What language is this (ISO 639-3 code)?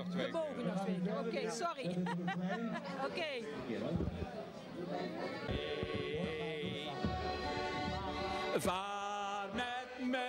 nld